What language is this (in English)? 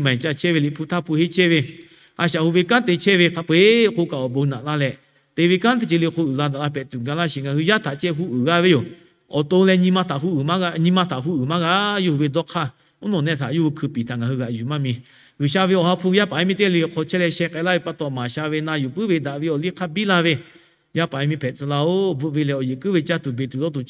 Lahu